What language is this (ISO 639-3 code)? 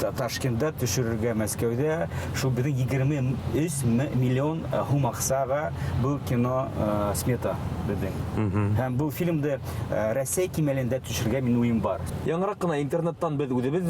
bak